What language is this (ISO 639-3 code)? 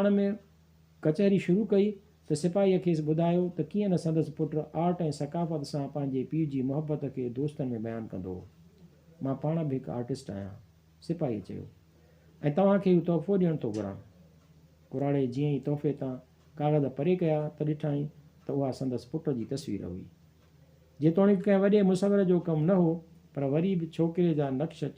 snd